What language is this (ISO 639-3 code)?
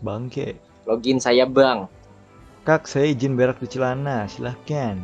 bjn